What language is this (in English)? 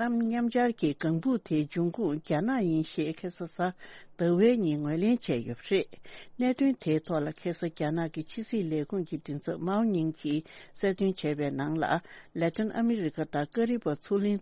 Tibetan